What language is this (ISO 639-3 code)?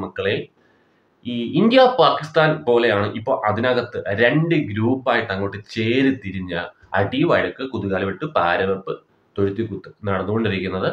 mal